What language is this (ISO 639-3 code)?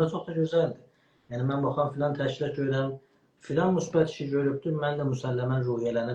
azb